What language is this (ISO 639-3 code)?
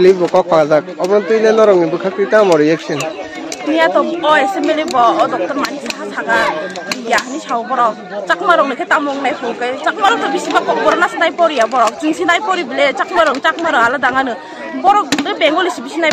trp